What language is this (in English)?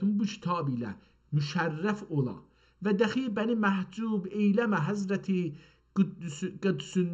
South Azerbaijani